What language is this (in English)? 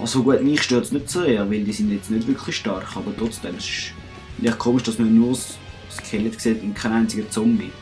Swiss German